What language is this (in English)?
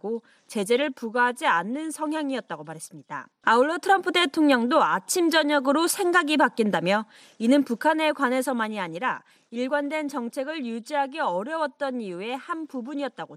Korean